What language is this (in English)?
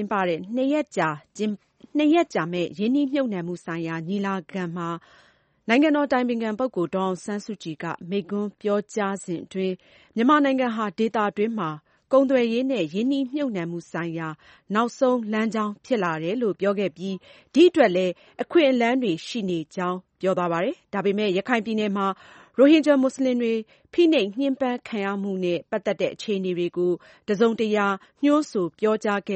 Burmese